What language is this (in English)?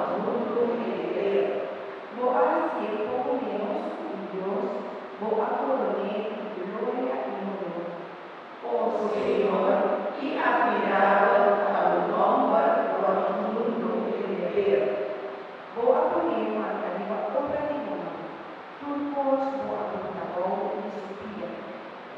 Papiamento